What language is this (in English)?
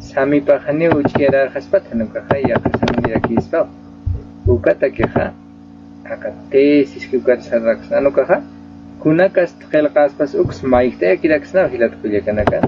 Aymara